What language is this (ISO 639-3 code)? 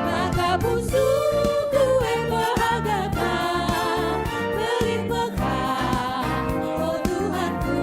btx